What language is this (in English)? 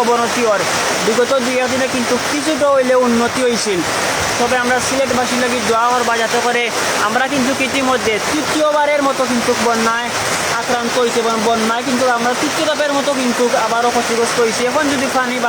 Sylheti